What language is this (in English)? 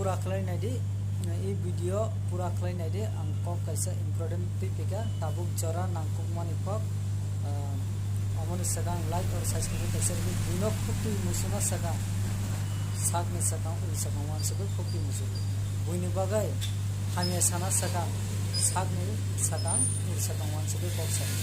Kok Borok